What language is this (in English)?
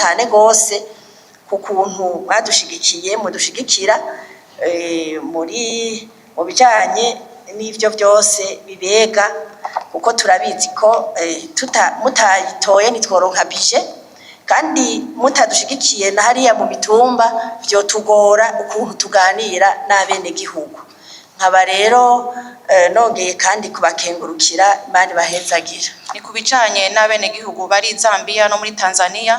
Rundi